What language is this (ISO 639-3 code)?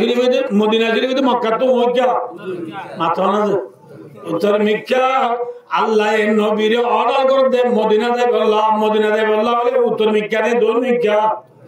rhg